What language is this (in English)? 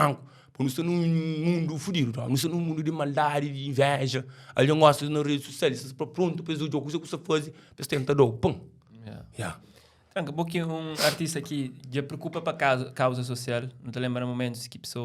Kabuverdianu